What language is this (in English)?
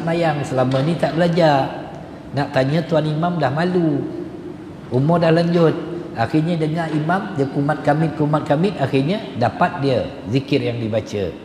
Malay